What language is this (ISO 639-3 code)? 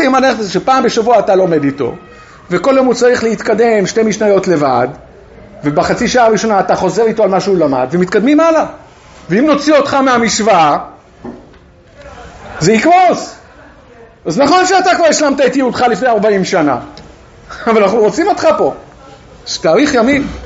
heb